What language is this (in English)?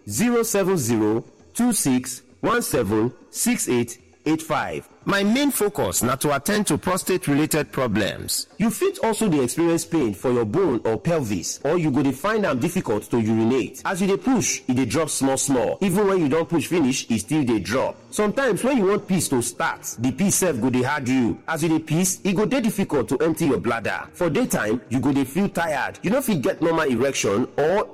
Nigerian Pidgin